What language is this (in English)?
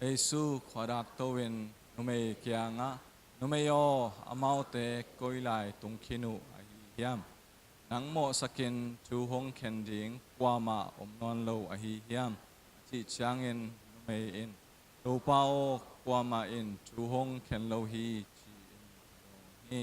Tedim Chin